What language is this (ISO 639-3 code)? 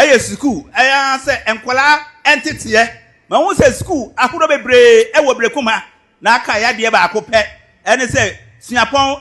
aka